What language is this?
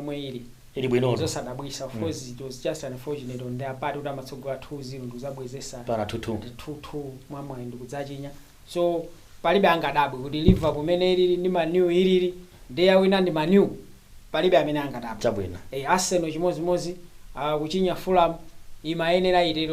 Nyanja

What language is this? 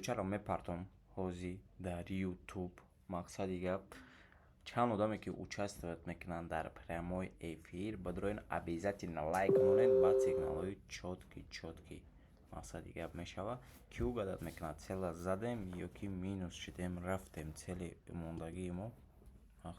Tajik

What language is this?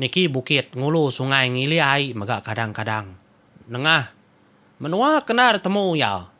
Iban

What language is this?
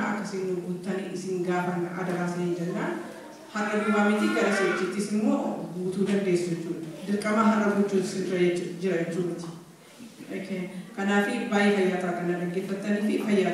Oromo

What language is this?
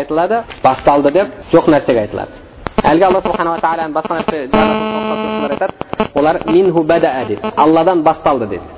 Kazakh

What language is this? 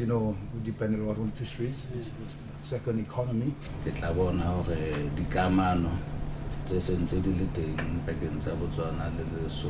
Tswana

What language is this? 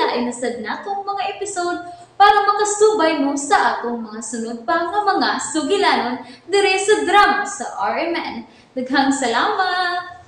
Cebuano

